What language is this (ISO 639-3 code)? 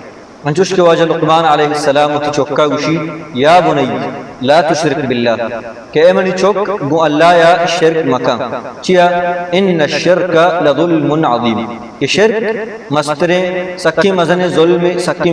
bal